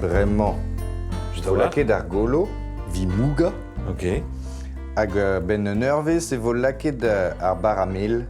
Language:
Breton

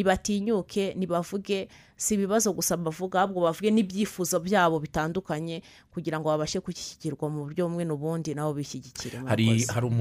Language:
Kinyarwanda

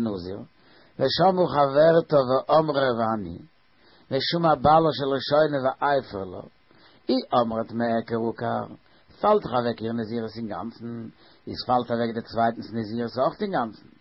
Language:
Yiddish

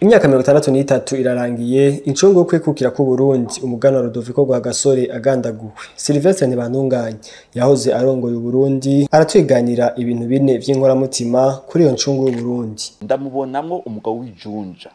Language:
Rundi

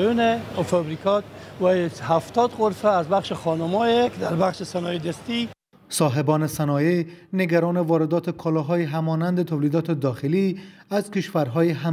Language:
Persian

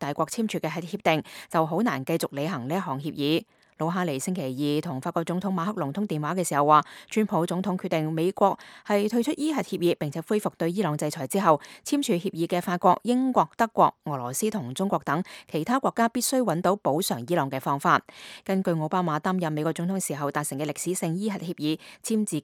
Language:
Cantonese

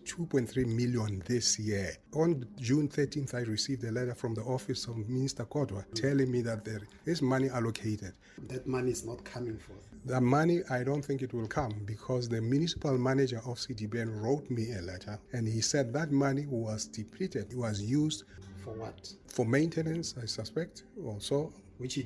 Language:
English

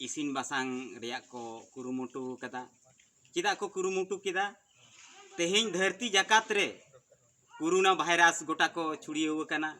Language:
Santali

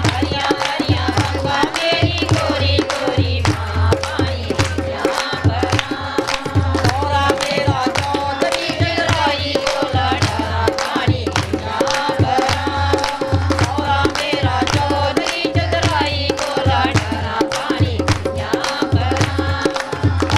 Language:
Dogri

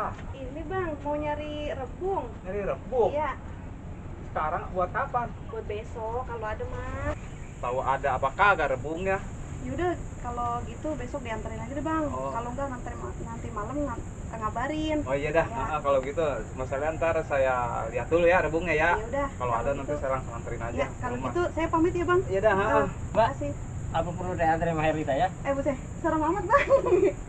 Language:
Betawi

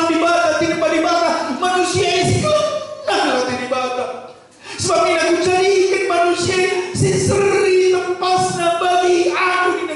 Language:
Batak Karo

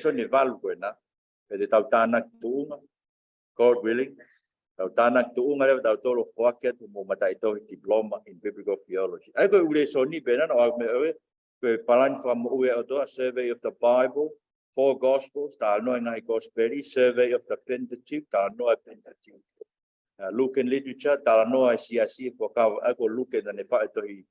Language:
Tongan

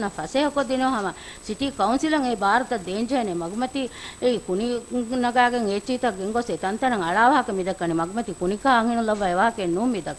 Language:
Divehi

